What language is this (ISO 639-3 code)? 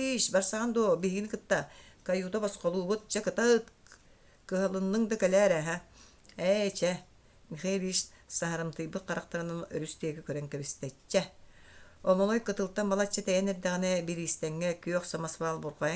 sah